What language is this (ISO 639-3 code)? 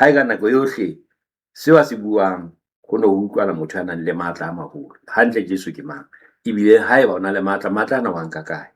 sot